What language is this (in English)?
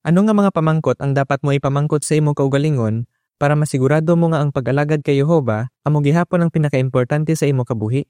Hiligaynon